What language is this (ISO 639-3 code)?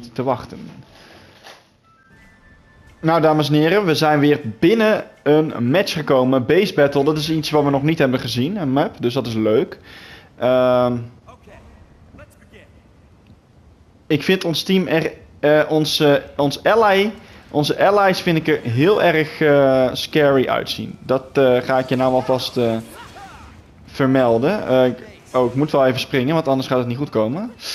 nld